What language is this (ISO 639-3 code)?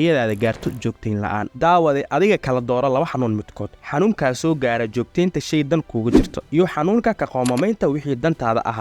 som